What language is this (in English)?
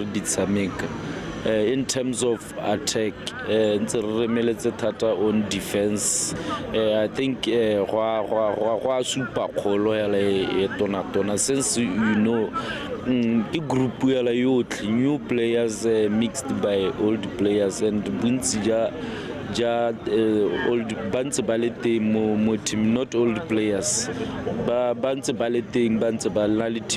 Tswana